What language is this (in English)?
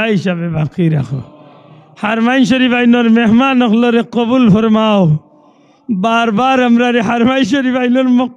Sylheti